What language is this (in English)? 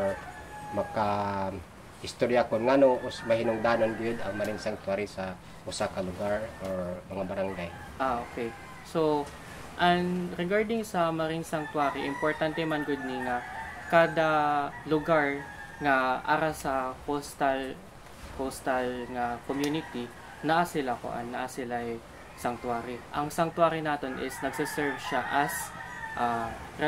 Cebuano